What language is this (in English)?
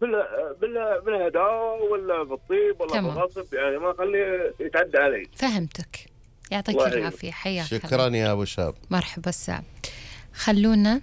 Gulf Arabic